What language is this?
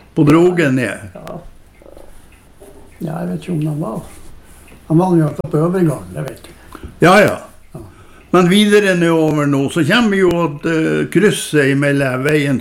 Norwegian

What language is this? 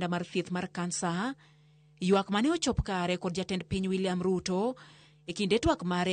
Luo (Kenya and Tanzania)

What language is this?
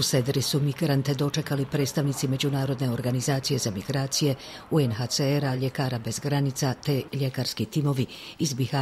Bosnian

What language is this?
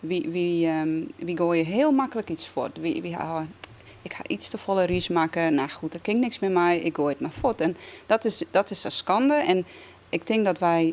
Western Frisian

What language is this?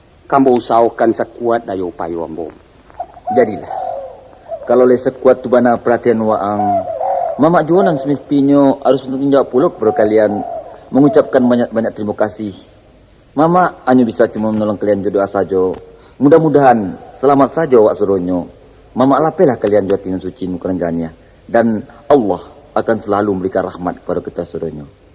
Minangkabau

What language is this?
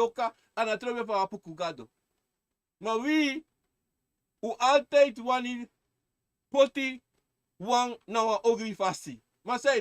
Sranan Tongo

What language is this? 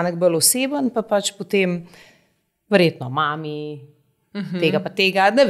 Slovenian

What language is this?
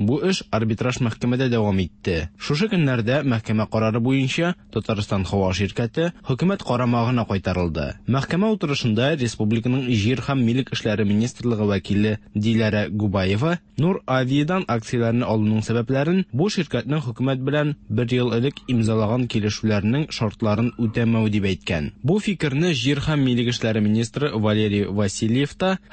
Tatar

